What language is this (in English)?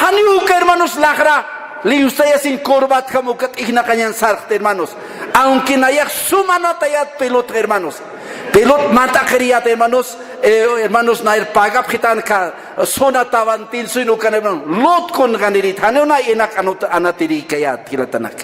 Aymara